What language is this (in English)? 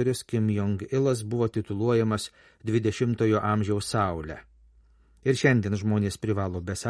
Lithuanian